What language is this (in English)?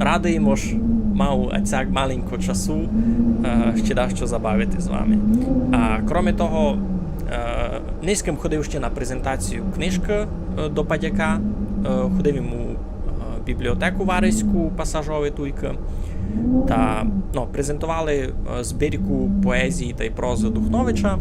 Rusyn